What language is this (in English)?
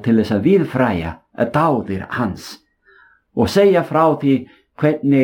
Icelandic